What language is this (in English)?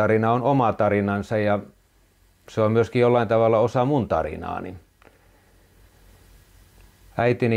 Finnish